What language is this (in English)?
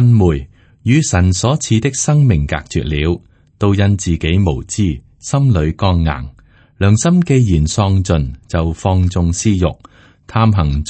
Cantonese